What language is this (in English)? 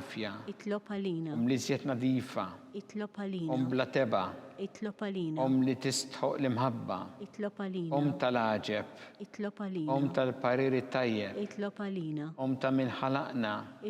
Maltese